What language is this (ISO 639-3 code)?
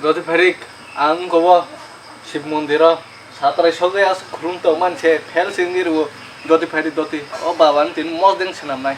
trp